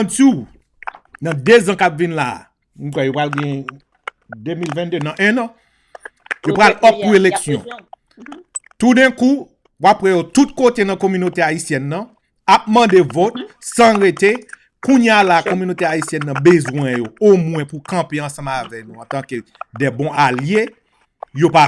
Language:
Haitian Creole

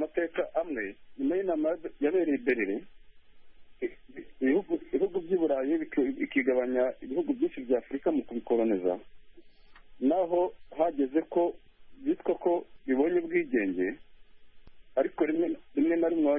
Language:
Kinyarwanda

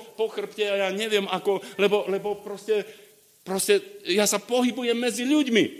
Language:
Slovak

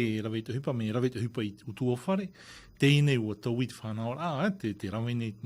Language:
Tahitian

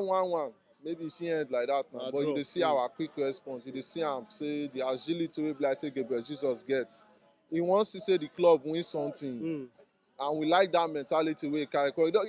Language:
Nigerian Pidgin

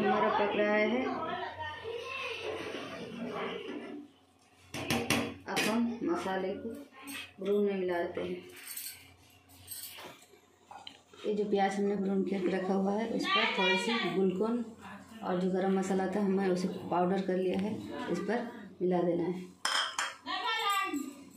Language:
Hindi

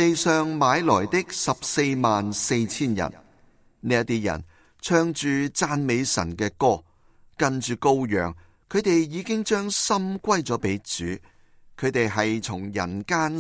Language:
Cantonese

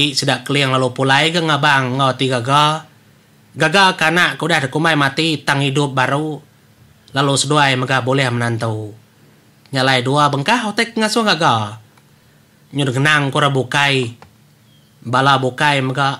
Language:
Iban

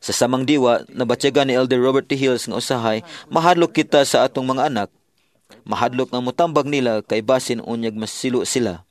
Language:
Cebuano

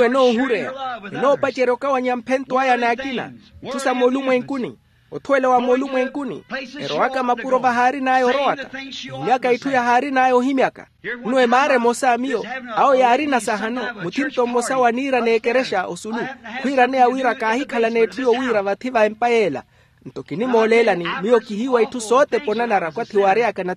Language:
Makhuwa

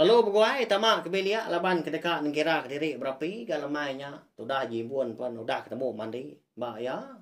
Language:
Iban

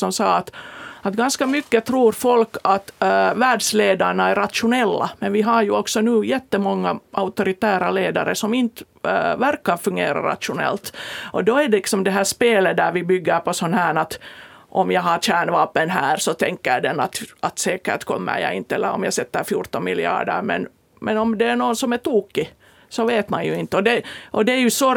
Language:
Swedish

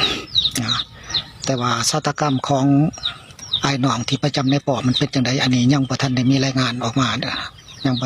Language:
Lao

